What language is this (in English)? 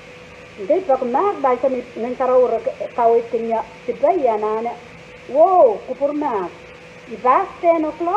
Pohnpeian